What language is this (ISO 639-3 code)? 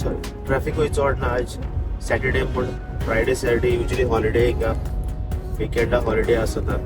kok